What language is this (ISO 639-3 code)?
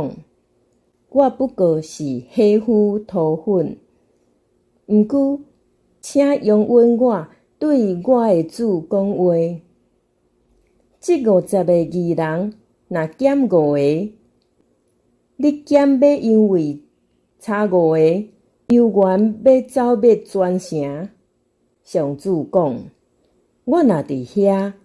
nan